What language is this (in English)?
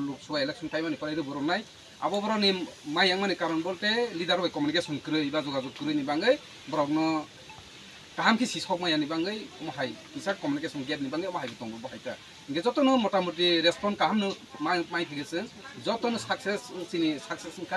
Kok Borok